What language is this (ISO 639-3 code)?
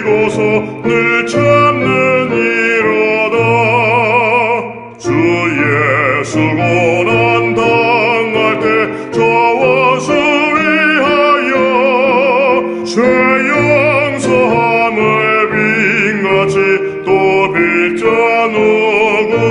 kor